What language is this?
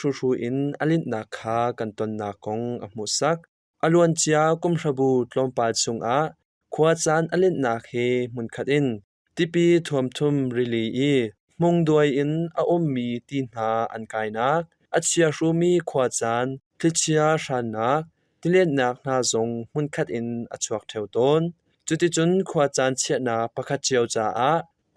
Hakha Chin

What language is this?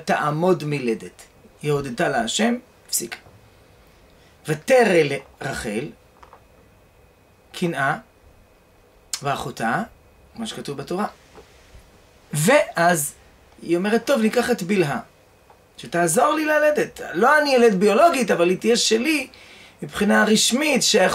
Hebrew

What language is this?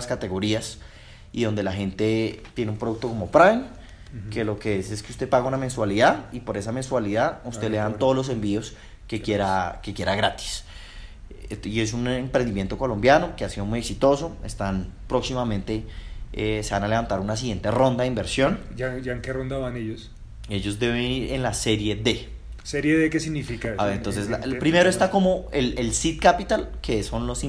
Spanish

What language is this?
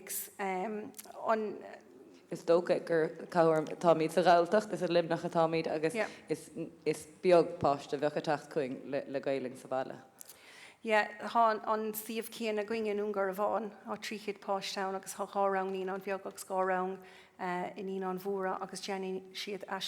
Irish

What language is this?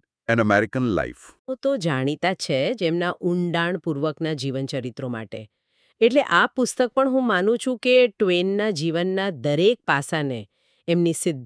Gujarati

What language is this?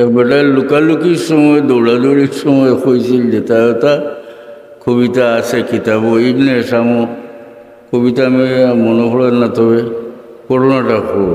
Sylheti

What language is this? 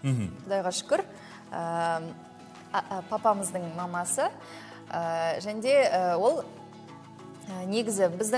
Kazakh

